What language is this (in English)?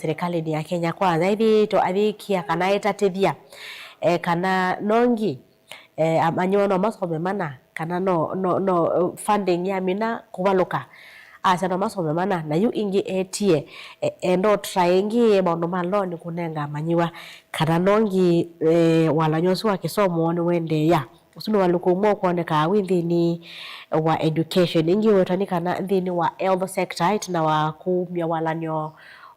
Kamba